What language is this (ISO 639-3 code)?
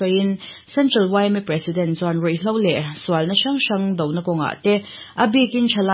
lus